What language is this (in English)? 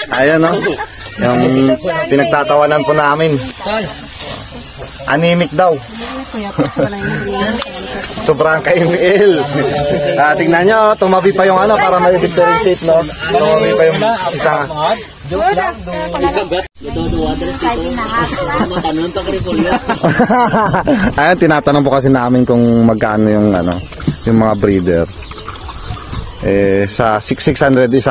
Filipino